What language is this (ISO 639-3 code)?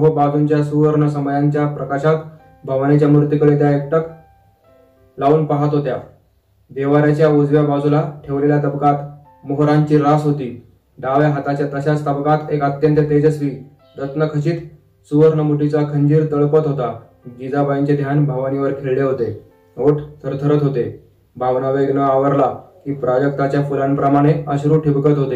mar